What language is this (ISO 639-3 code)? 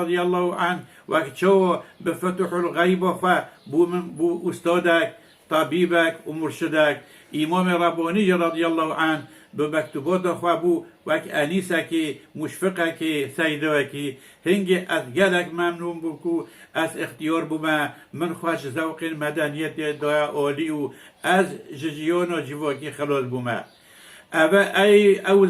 kur